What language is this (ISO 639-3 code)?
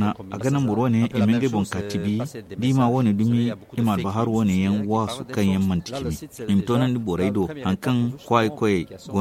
dje